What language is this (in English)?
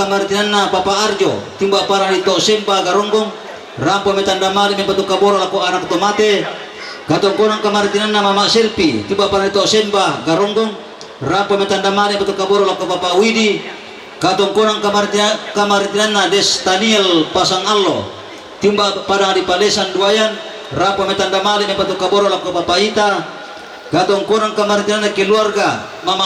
Toraja-Sa'dan